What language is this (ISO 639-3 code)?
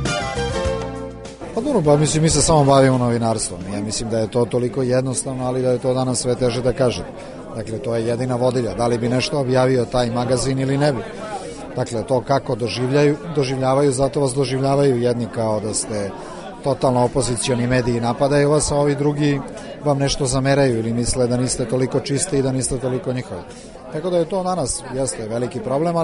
srp